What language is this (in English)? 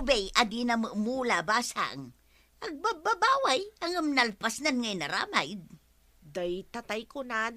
Iloko